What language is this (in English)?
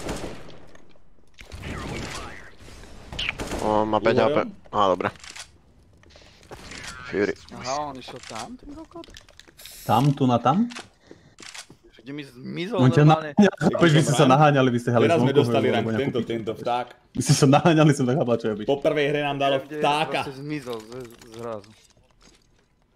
Slovak